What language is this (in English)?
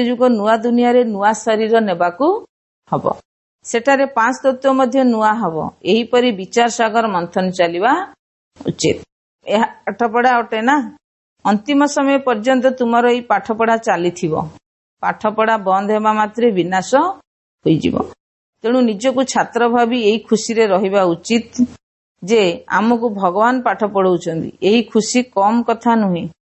Odia